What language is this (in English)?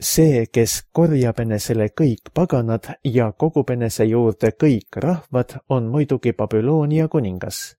Estonian